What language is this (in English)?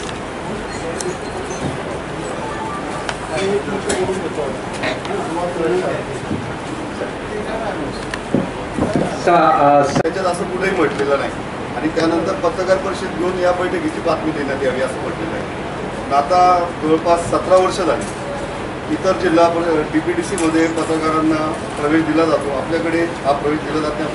Marathi